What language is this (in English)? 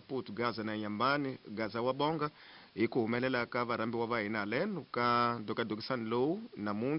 Tsonga